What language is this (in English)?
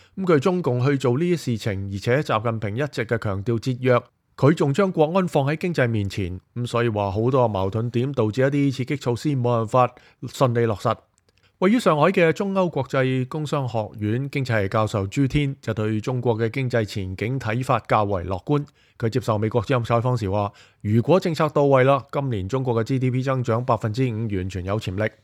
Cantonese